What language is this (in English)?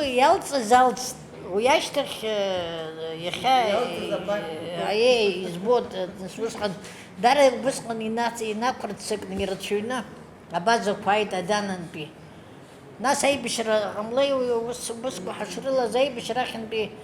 Abkhazian